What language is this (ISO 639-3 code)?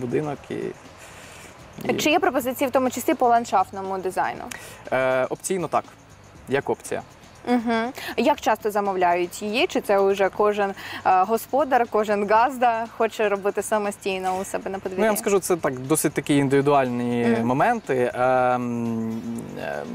ukr